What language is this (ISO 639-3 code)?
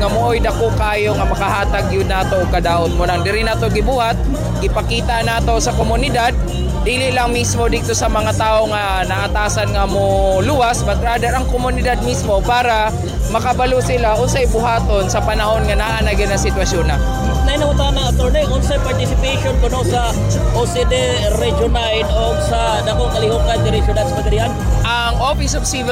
ceb